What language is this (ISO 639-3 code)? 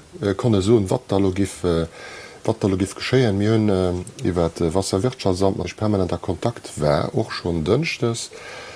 ltz